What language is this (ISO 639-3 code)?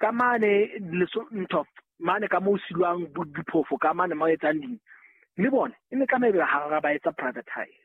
sot